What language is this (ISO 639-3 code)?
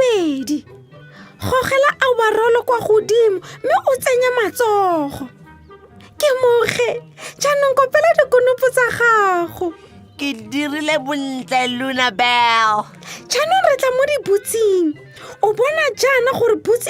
tsn